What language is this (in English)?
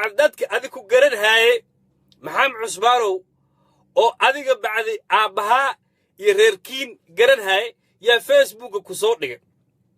Somali